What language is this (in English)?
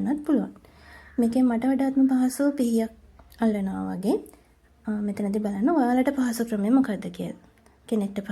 Sinhala